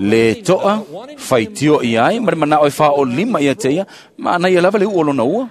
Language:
Samoan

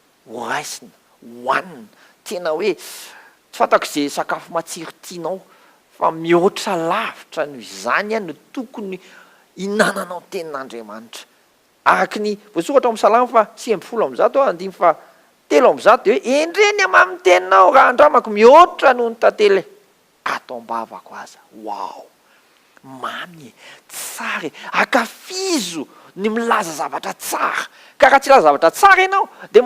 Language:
Malagasy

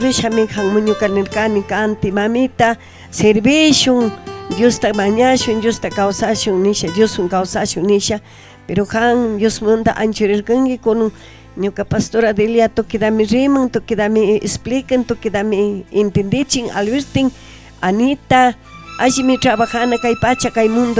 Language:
Chimborazo Highland Quichua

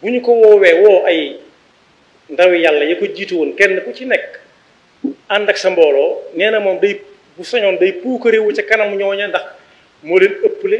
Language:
Wolof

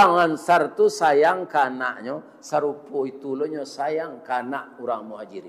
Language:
Minangkabau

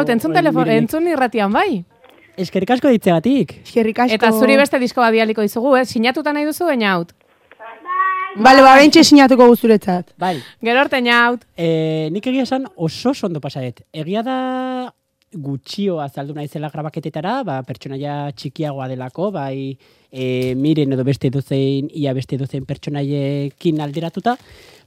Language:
Basque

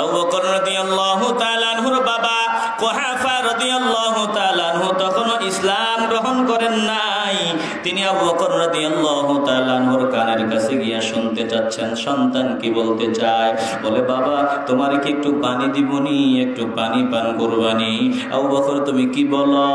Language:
Sylheti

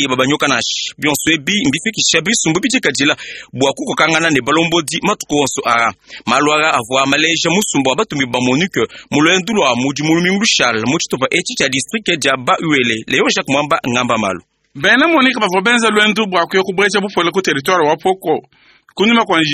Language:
Luba-Lulua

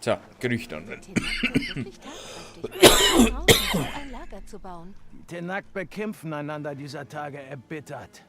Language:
Bavarian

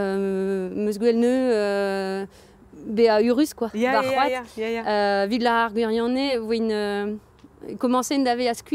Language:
Breton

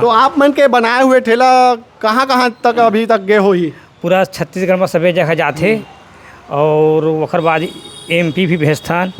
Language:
Chhattisgarhi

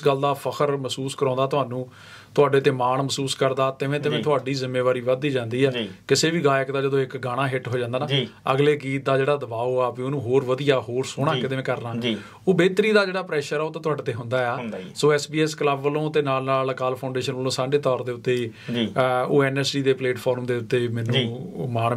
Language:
Punjabi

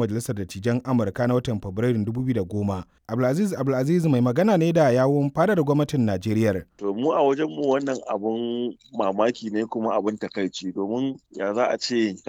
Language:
Hausa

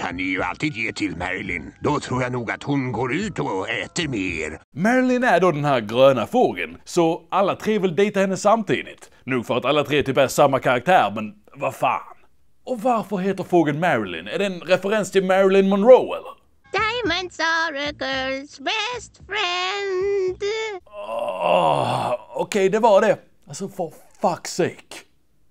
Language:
Swedish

